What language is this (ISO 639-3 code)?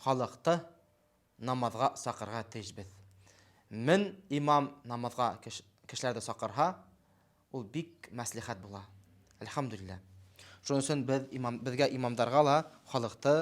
bak